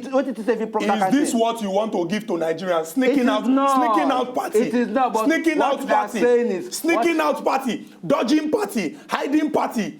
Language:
Nigerian Pidgin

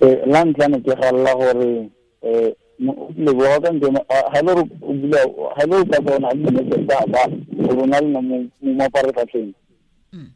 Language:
Tswana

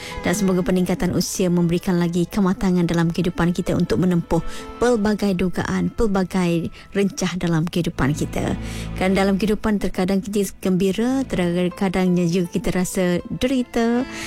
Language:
Malay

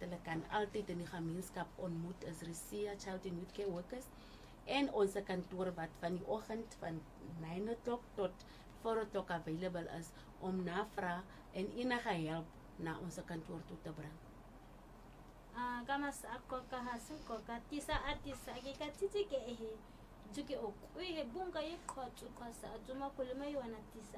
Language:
Afrikaans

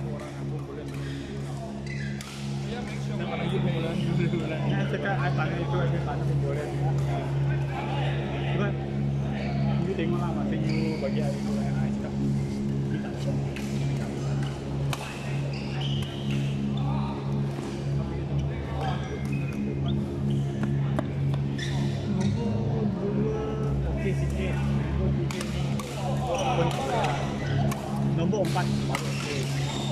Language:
Malay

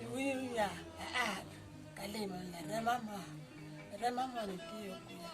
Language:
Acoli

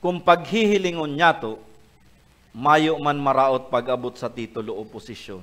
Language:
Bikol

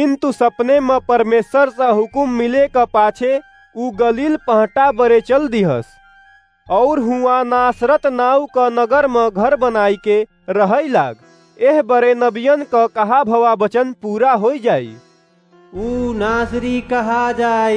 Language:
Awadhi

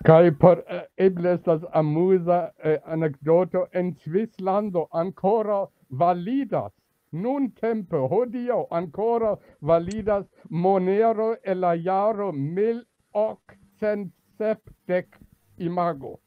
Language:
Esperanto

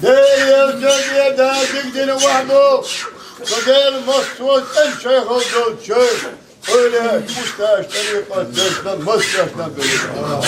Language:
Chechen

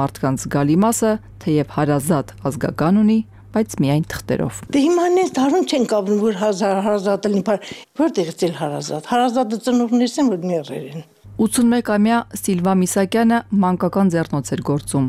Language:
Armenian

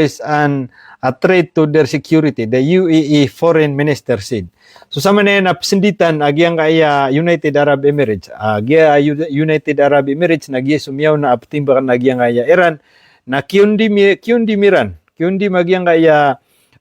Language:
Maranao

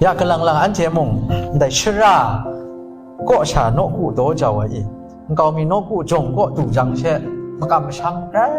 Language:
Kachin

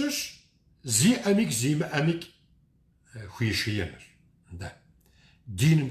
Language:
Kabardian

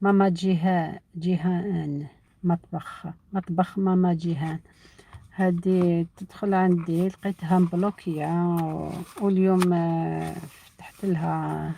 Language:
Algerian Arabic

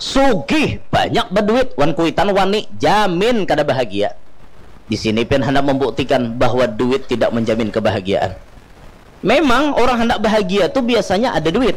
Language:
Banjar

